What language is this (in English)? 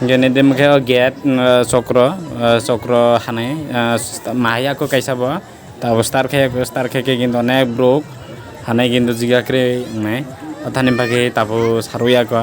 Kok Borok